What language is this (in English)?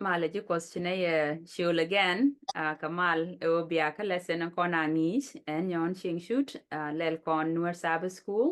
Nuer